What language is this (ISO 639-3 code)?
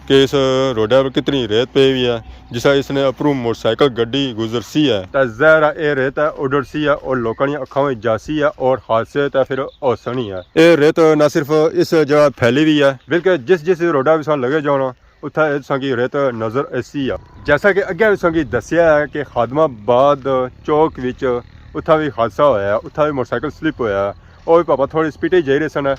phr